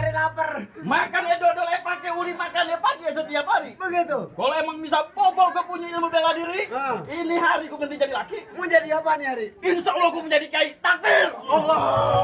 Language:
Betawi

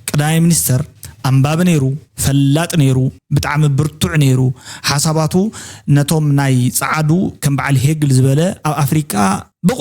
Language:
Tigrinya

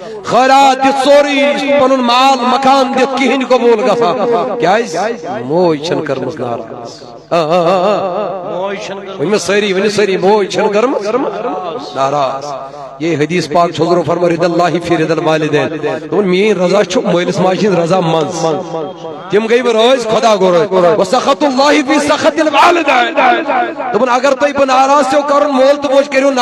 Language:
Kashmiri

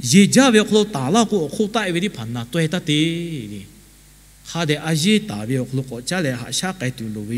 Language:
Lahu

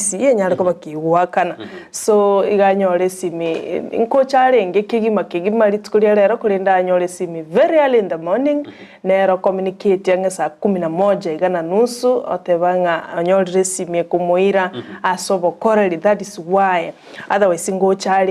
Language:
Gusii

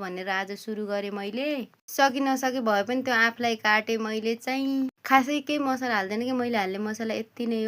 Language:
Nepali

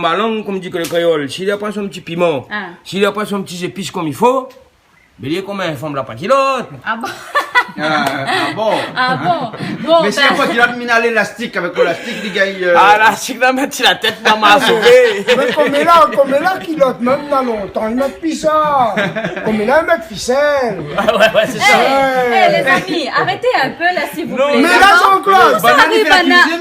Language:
Réunion Creole French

